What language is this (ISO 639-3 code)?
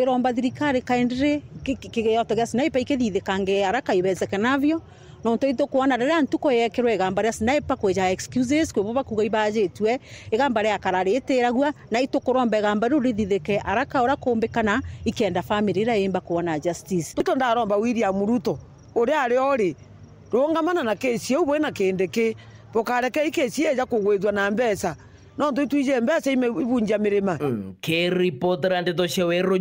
mer